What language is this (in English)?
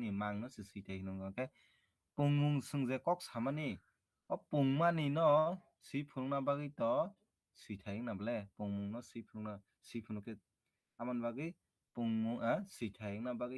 Kok Borok